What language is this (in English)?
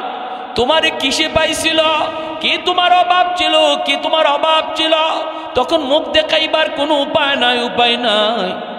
Bangla